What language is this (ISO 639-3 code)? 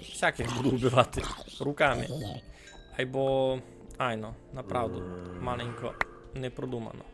rue